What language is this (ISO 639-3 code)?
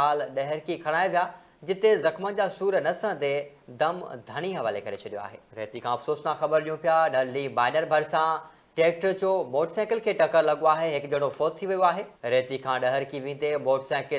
snd